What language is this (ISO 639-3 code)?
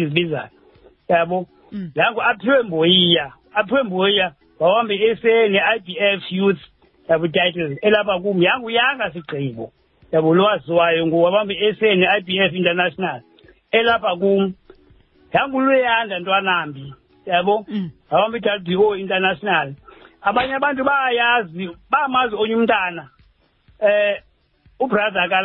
xho